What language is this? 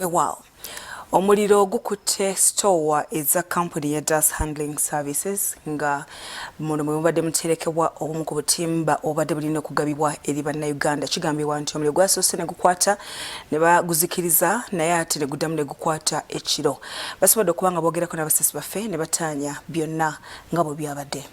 Ganda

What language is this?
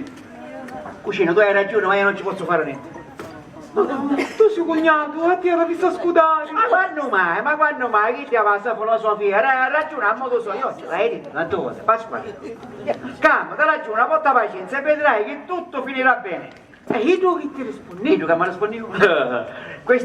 Sicilian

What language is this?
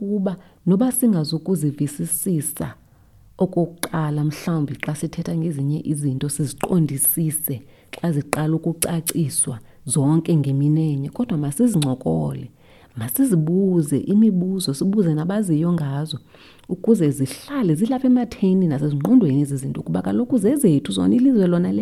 Xhosa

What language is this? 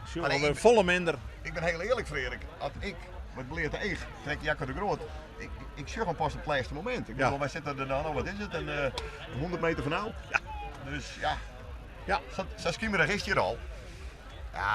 Western Frisian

